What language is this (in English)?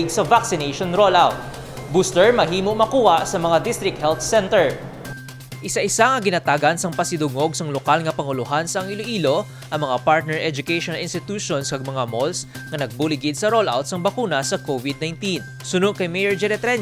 Hiligaynon